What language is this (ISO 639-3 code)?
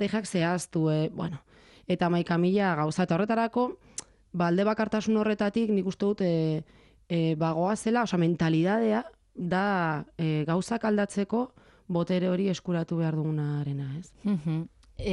eus